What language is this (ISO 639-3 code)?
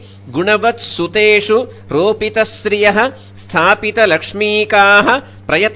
san